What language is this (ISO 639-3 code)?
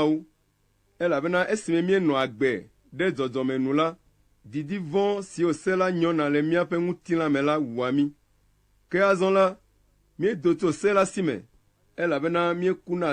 ewe